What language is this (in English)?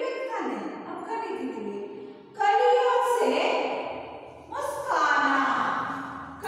Kannada